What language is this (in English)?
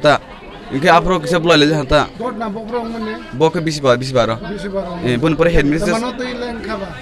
Kok Borok